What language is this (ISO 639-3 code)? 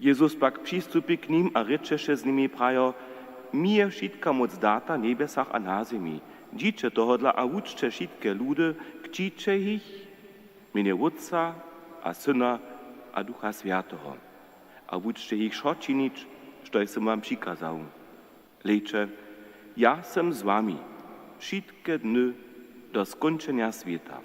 hsb